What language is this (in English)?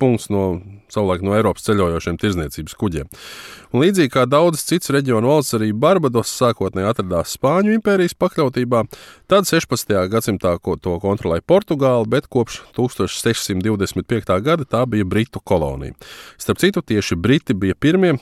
Latvian